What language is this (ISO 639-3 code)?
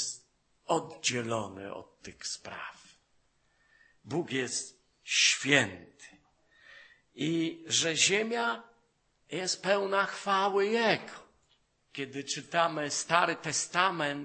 pol